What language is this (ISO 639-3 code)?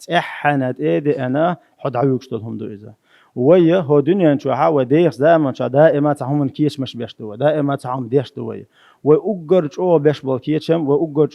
che